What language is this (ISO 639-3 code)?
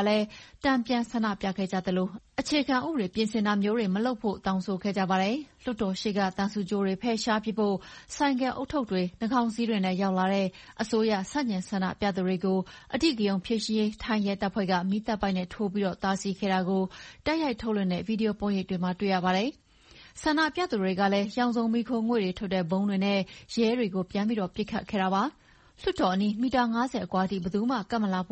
mya